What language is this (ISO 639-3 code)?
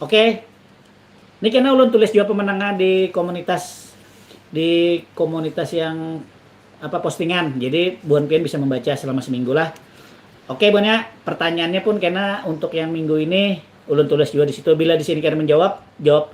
bjn